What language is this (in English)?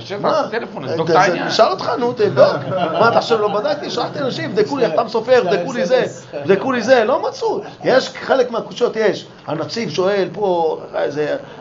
Hebrew